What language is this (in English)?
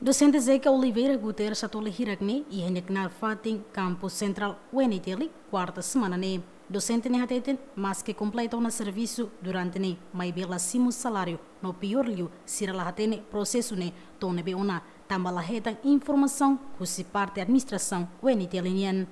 Tetum